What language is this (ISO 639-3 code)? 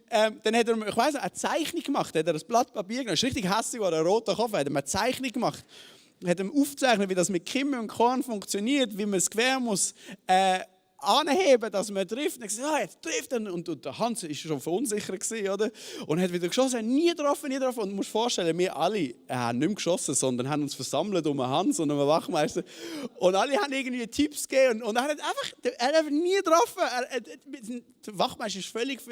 gsw